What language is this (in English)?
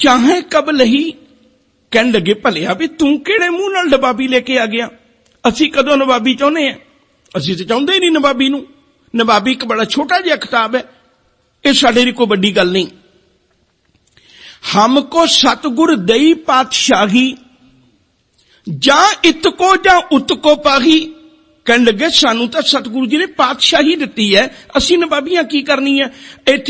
Punjabi